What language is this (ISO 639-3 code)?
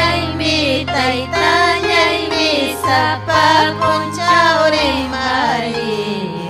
quy